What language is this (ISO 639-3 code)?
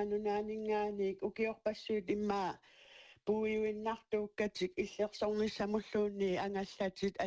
kal